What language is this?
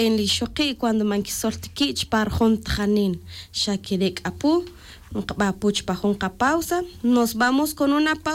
Tz'utujil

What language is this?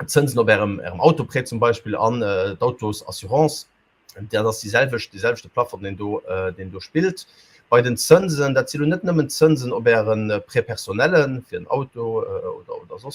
Luxembourgish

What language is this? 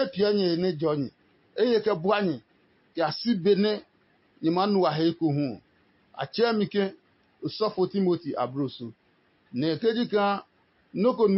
Adangme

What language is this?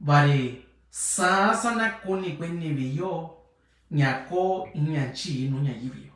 Mixtepec Mixtec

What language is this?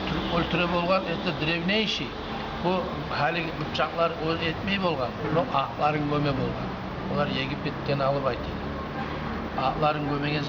Kumyk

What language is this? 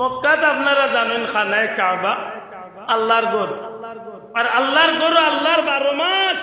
Sylheti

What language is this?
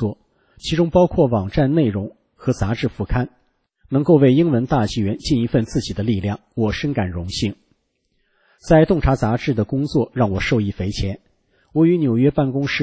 Chinese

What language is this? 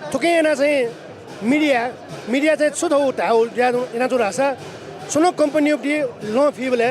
Newari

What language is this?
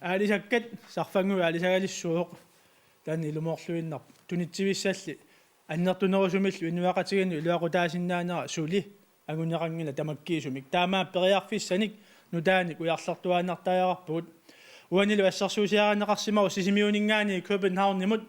Kalaallisut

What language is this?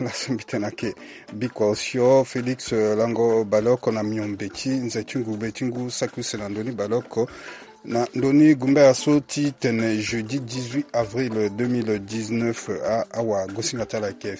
Sango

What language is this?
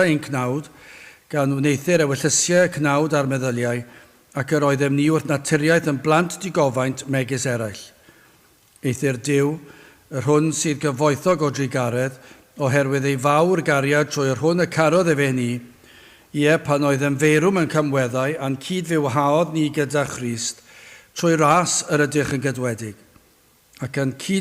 Welsh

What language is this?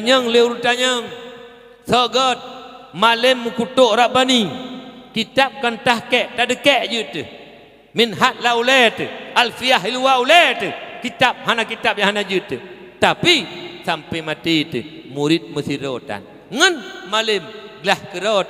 Achinese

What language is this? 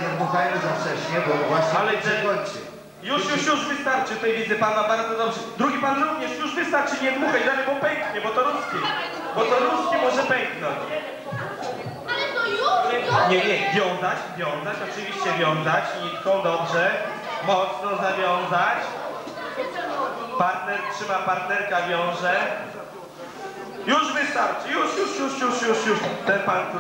Polish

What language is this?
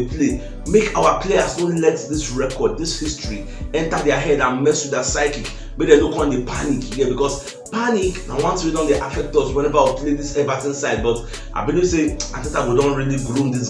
Nigerian Pidgin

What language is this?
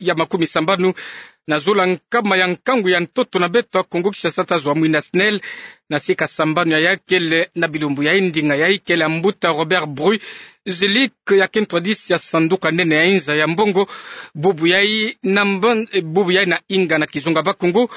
Kituba (Democratic Republic of Congo)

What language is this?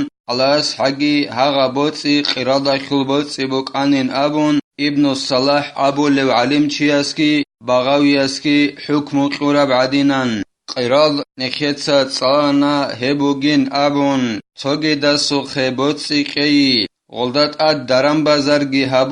Avaric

